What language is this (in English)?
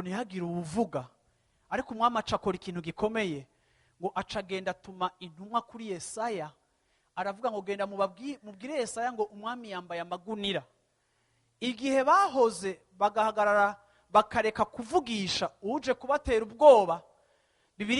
Rundi